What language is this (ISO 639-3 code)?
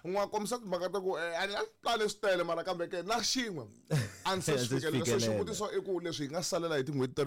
tso